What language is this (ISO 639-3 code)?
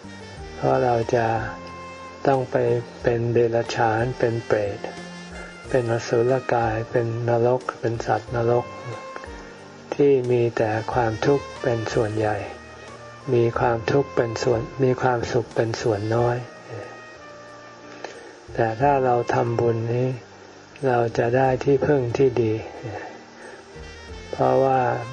tha